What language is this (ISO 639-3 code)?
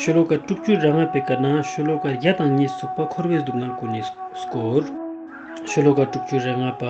lbj